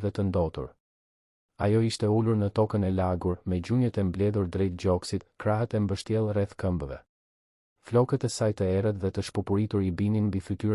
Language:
Albanian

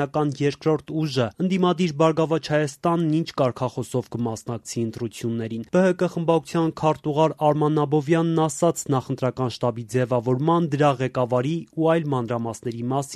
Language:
Armenian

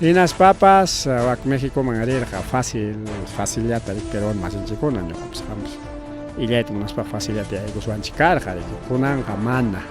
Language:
Ayacucho Quechua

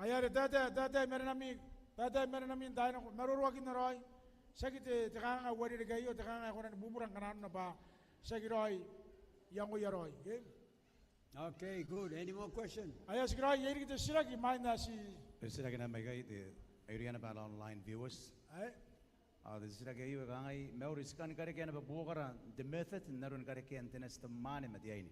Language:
Gilbertese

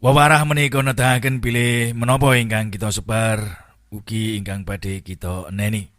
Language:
Javanese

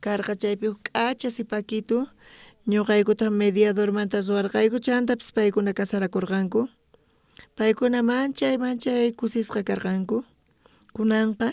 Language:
South Bolivian Quechua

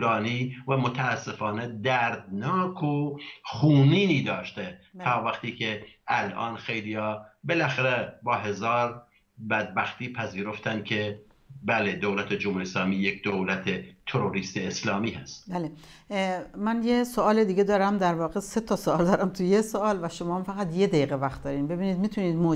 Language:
Persian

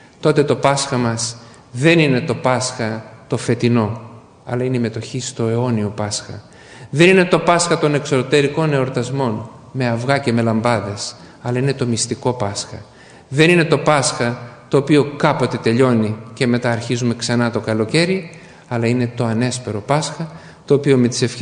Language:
Greek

